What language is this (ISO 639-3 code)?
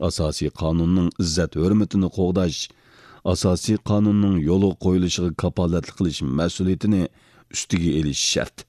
uig